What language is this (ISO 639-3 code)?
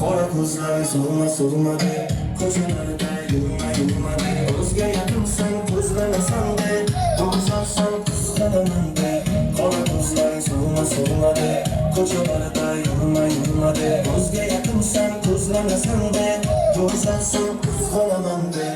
kaa